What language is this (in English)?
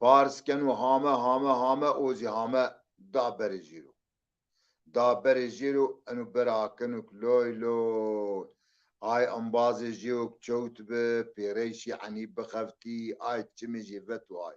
Zaza